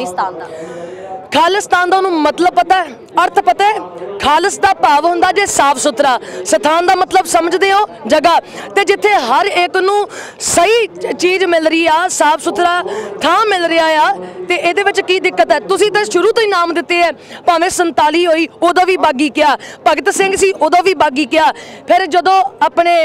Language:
Punjabi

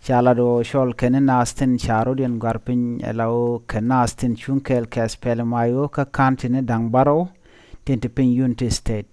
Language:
Nuer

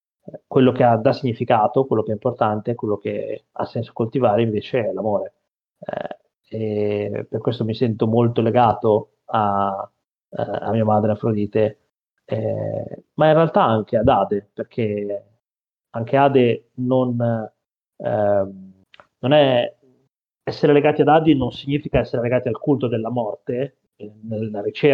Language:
Italian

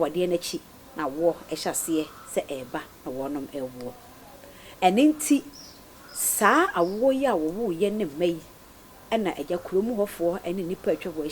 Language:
Akan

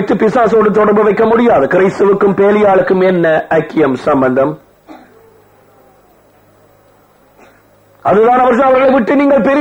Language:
Tamil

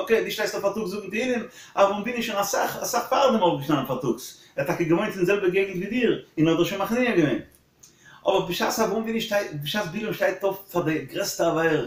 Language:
Yiddish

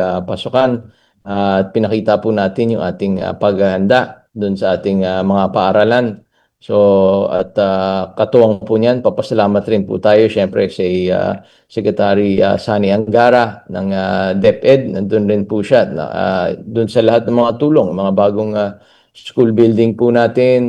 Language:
Filipino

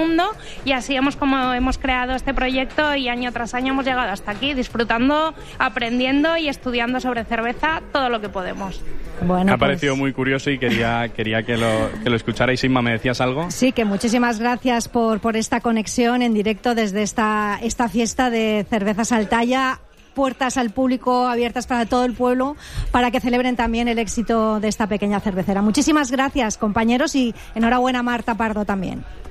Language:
Spanish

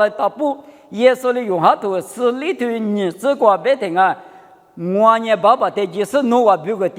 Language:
Lisu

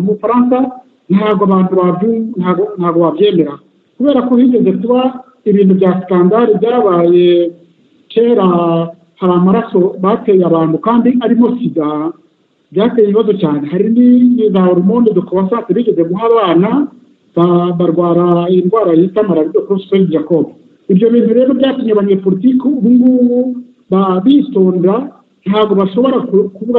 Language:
Kinyarwanda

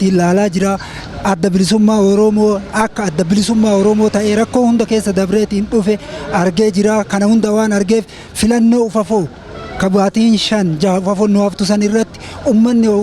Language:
Oromo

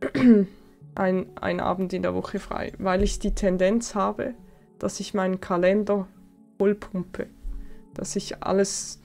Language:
Swiss German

